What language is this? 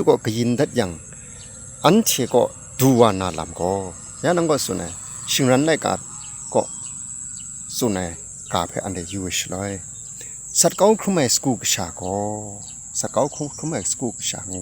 Kachin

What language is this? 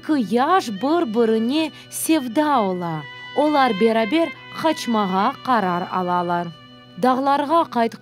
Crimean Tatar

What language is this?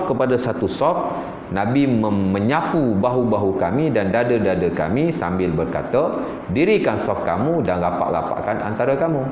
Malay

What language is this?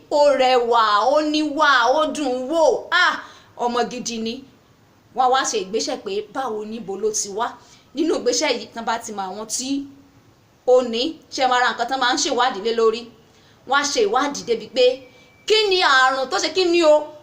Yoruba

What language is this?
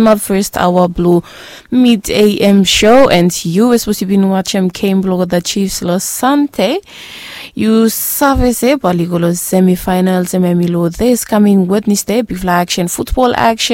Bislama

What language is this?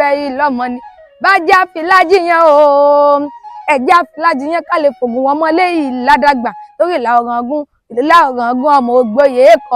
Yoruba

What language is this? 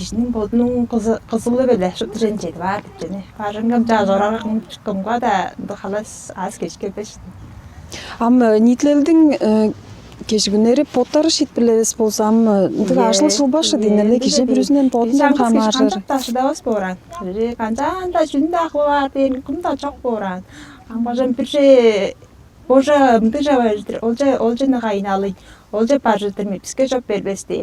Tuvinian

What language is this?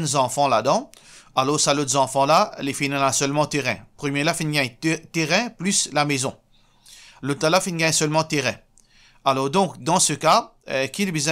Morisyen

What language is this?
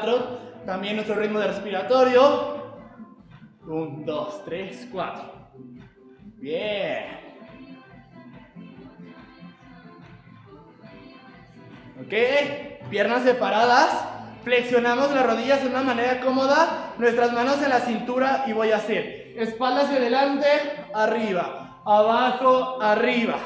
Spanish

